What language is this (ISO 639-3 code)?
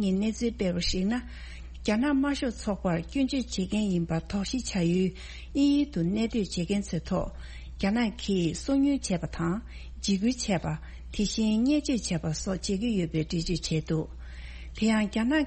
bod